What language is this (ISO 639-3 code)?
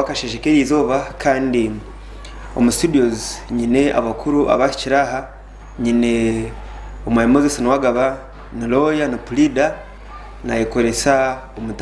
nyn